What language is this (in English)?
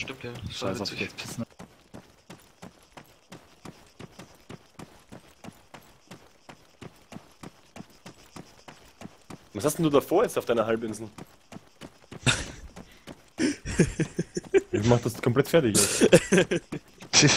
German